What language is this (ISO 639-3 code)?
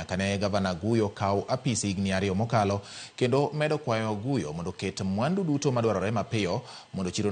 luo